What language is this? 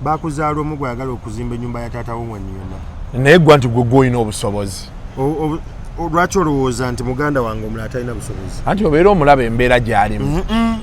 Ganda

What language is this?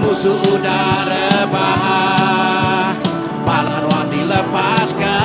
Iban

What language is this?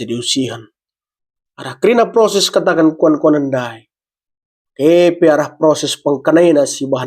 Batak Karo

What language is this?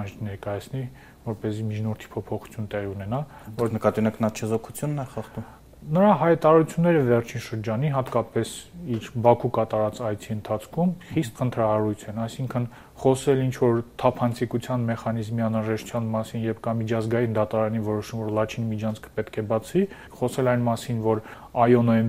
Armenian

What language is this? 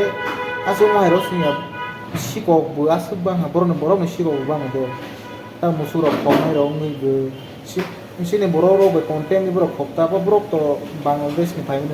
Kok Borok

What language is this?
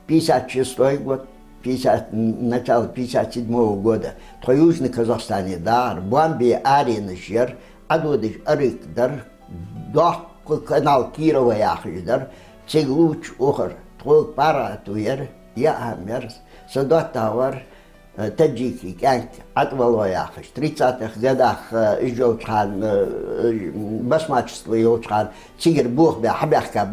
Ingush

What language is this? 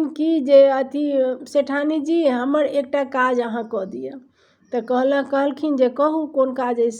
Maithili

